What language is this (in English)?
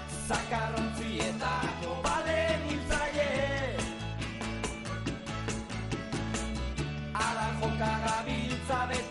Basque